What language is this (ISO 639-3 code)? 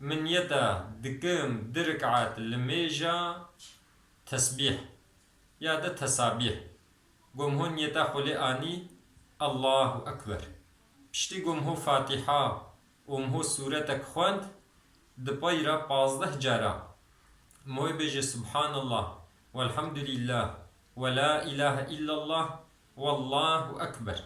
kur